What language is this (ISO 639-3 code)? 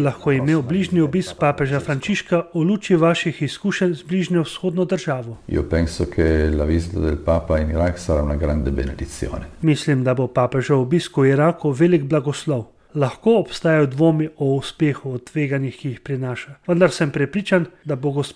slv